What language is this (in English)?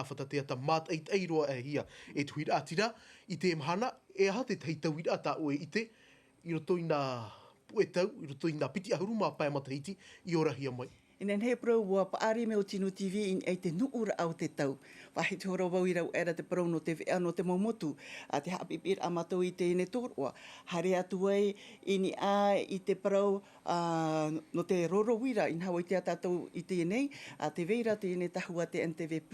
Tahitian